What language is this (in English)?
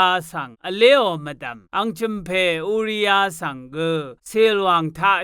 Rawang